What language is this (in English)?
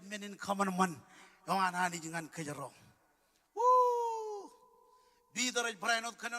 Marshallese